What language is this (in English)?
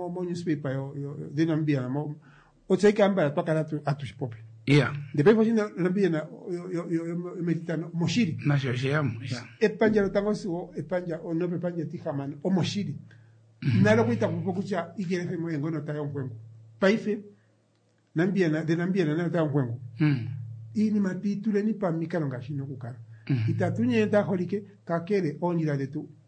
Kuanyama